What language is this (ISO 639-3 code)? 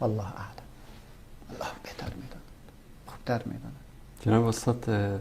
fas